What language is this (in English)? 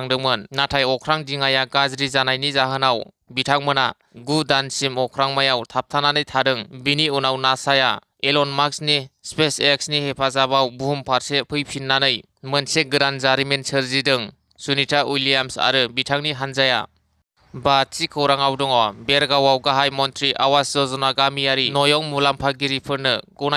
Bodo